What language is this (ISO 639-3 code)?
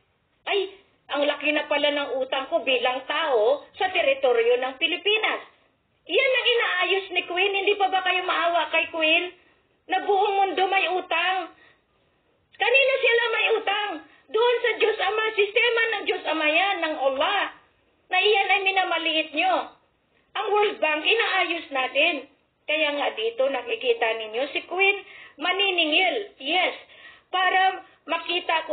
fil